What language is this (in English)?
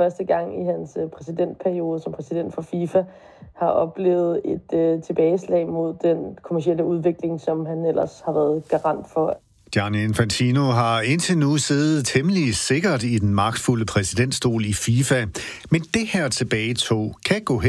Danish